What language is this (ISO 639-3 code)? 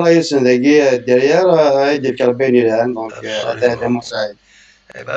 kab